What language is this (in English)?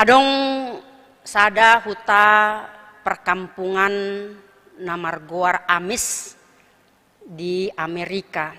Batak Toba